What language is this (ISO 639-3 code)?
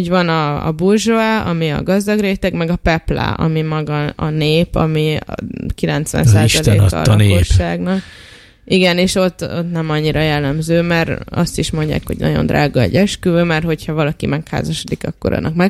hun